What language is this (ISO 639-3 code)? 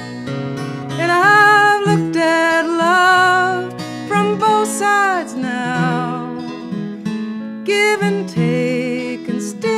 eng